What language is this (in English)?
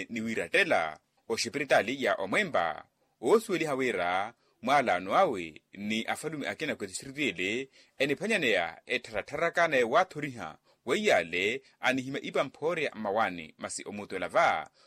Makhuwa